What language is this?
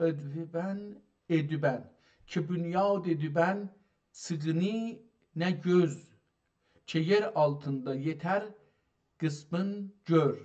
South Azerbaijani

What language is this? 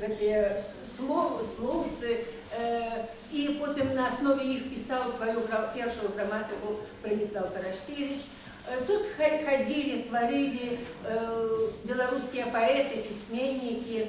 Belarusian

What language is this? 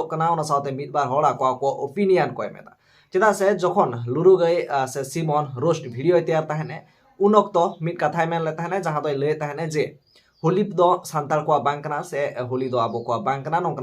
Santali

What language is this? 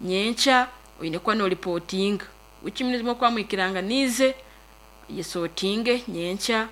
Nyankole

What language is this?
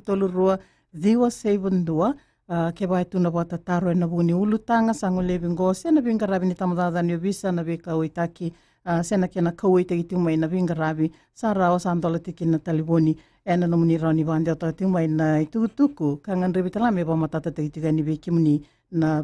Fijian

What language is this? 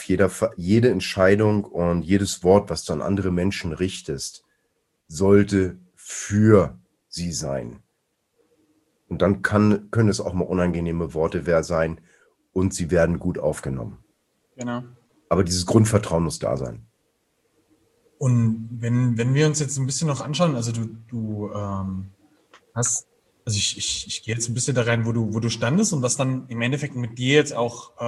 German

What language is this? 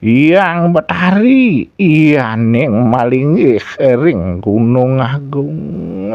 Balinese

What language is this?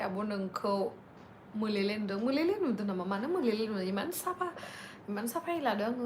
Bodo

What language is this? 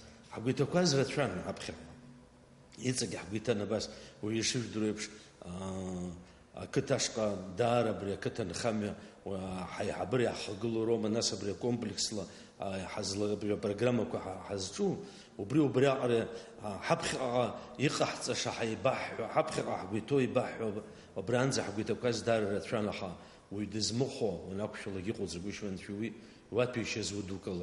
Abkhazian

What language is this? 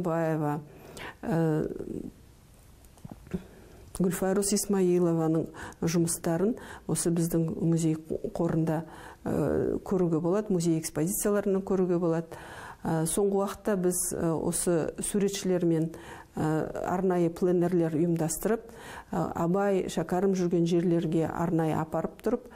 Kazakh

